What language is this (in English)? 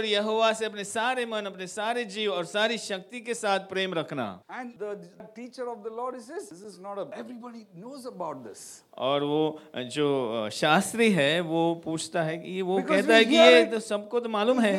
Hindi